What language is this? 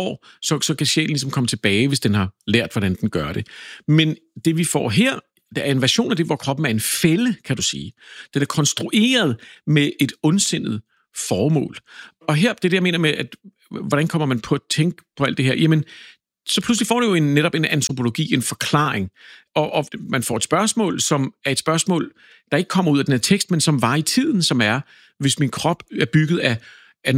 Danish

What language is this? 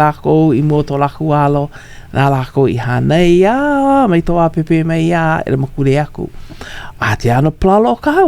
Hawaiian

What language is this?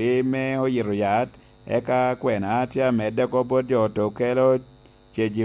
Lango (Uganda)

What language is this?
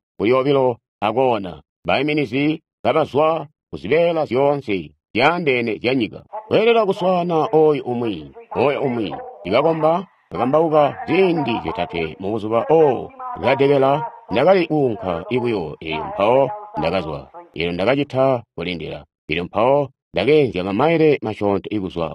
Tonga (Zambia)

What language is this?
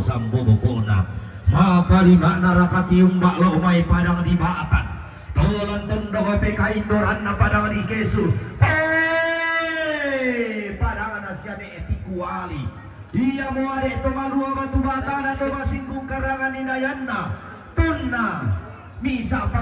Toraja-Sa'dan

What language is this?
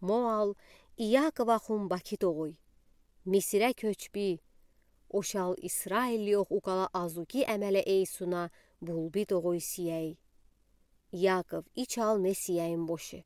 Udi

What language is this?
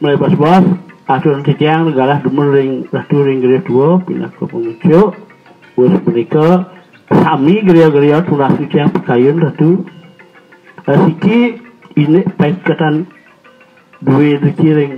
Balinese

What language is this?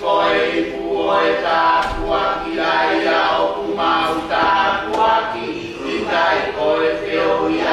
Tongan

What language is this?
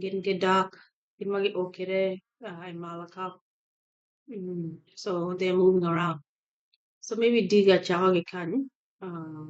Acoli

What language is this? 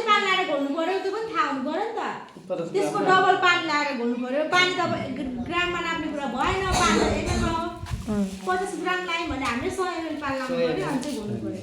Nepali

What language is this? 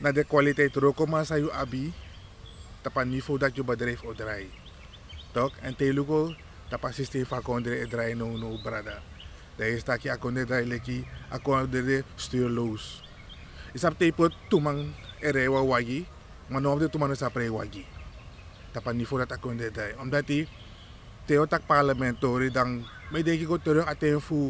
Sranan Tongo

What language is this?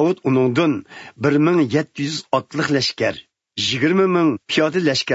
Uyghur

